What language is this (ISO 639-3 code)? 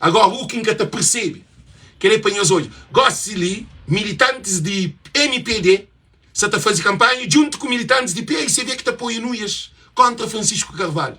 kea